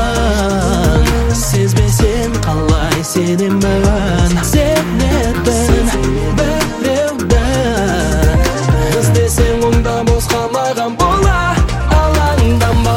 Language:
Kazakh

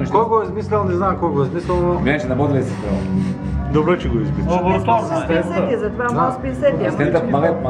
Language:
Bulgarian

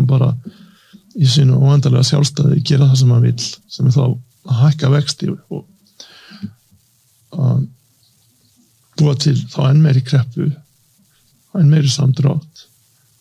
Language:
Icelandic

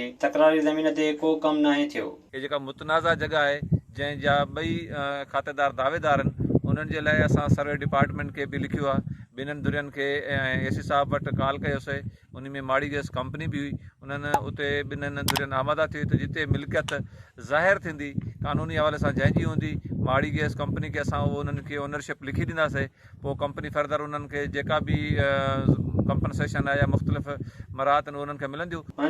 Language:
Sindhi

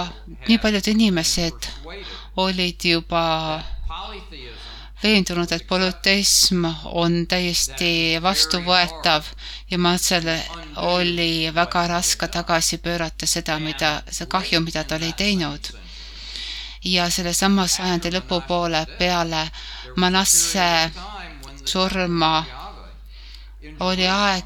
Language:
Estonian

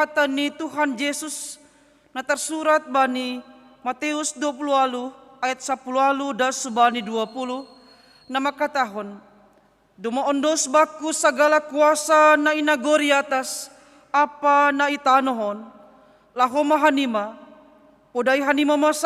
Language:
Batak Simalungun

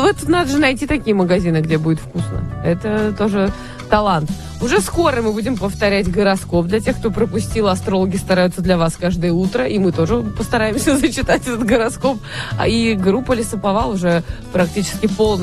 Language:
Russian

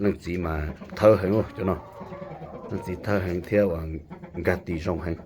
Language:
Hmong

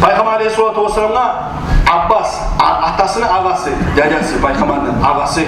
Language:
Kumyk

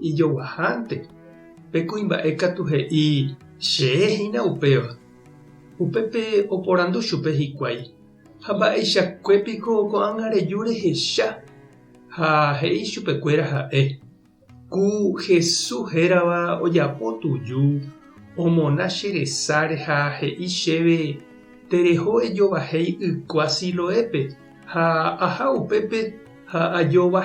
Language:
Guarani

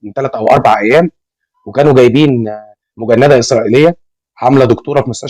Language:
Egyptian Arabic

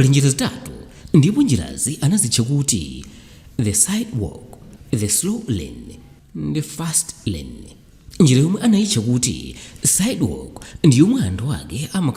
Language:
Nyanja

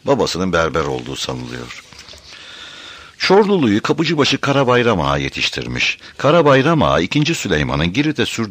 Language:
Turkish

